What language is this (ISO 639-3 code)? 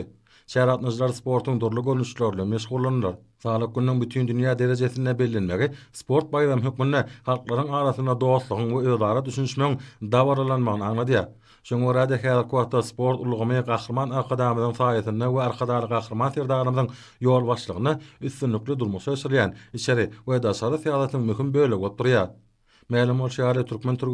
tuk